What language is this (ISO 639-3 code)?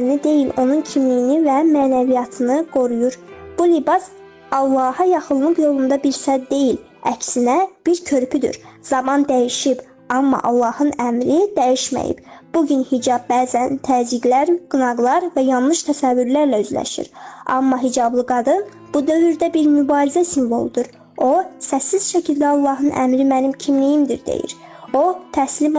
aze